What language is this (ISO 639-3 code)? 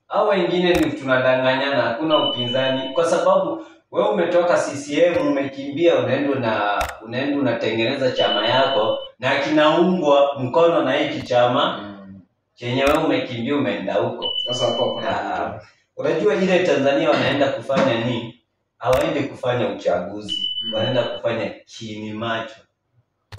swa